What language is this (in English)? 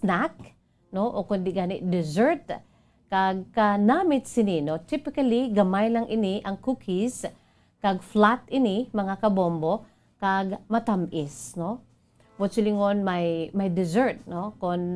Hiligaynon